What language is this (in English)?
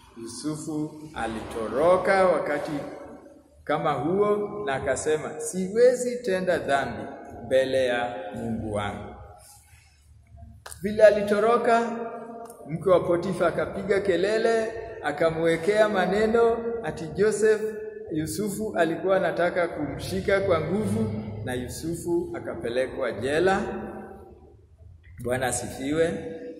Swahili